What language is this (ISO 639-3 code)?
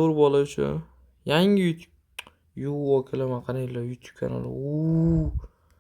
uzb